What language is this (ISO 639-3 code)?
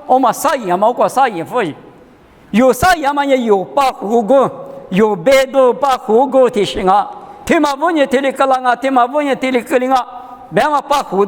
lis